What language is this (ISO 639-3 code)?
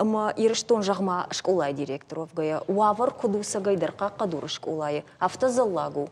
oss